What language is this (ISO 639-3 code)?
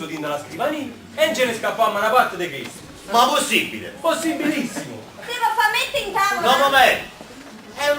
nap